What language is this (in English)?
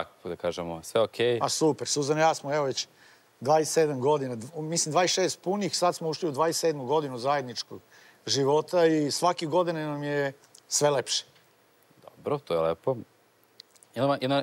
Serbian